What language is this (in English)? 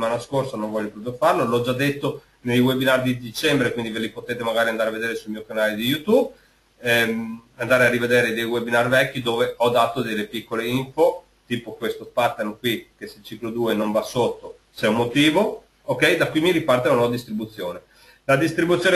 Italian